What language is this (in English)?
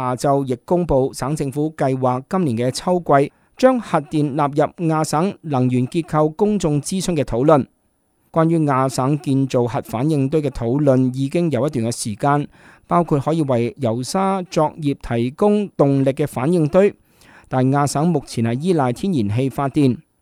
Cantonese